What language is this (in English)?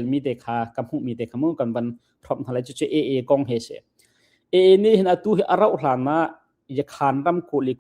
Hakha Chin